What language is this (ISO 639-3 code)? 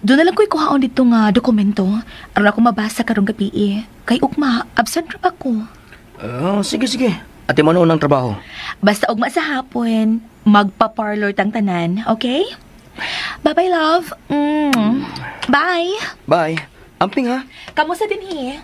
ceb